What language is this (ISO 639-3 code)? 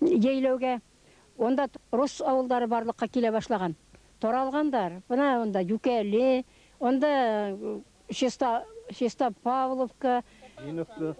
bak